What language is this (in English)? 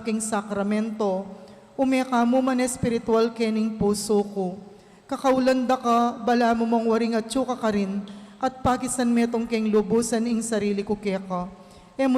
Pampanga